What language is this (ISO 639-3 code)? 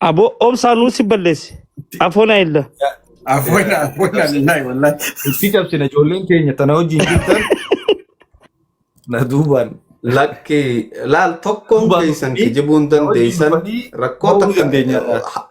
orm